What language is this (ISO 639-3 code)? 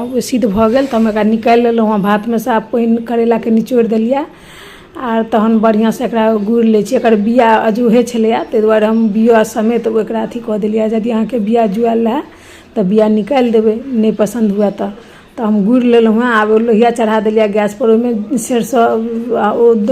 mai